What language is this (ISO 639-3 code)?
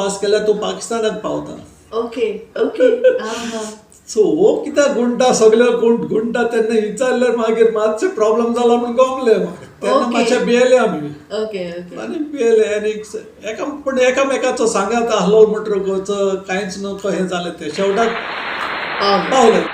kok